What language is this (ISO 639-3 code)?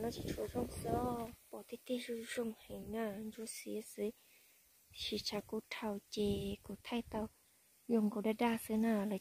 hmn